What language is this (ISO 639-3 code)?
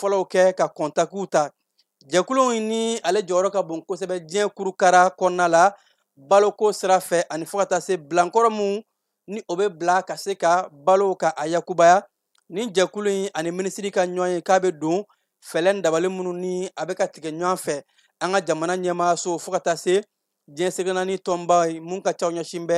bam